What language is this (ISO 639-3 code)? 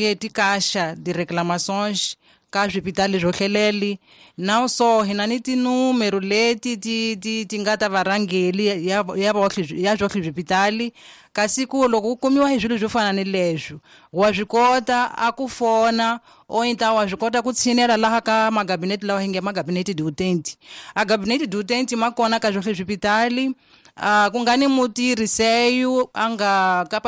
tso